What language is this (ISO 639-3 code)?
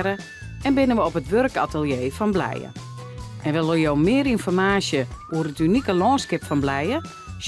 fry